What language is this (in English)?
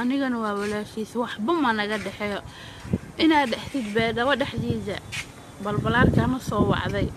Somali